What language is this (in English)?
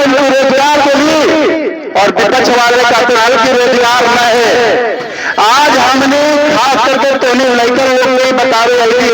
Magahi